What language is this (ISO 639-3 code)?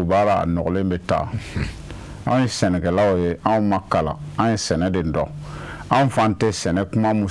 bam